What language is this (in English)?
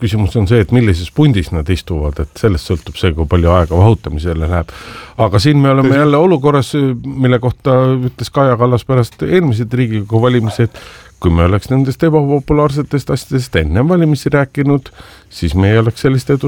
Estonian